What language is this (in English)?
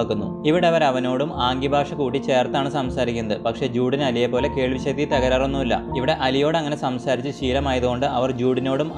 Malayalam